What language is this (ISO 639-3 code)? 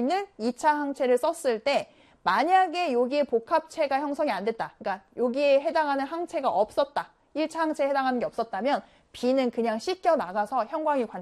kor